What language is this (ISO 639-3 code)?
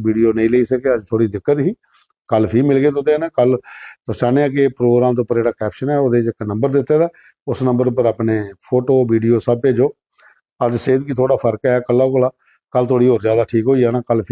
doi